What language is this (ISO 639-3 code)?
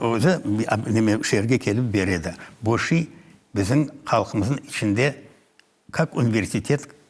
crh